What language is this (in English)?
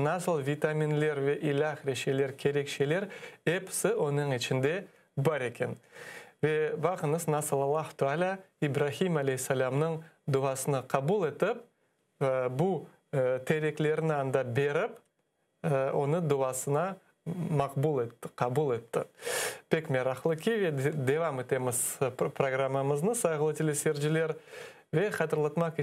Crimean Tatar